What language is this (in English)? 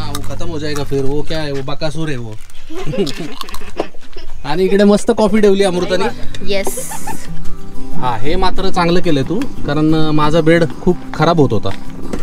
Marathi